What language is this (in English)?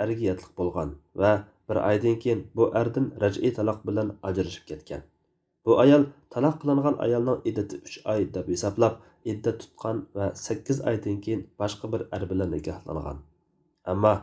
Uyghur